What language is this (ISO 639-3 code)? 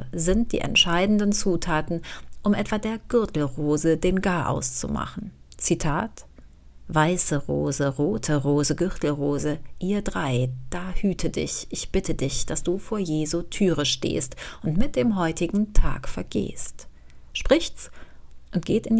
deu